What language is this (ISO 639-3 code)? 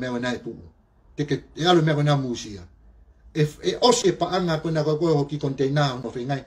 ton